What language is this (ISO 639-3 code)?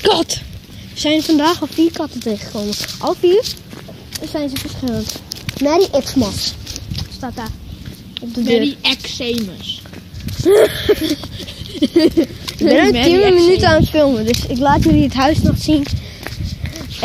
nld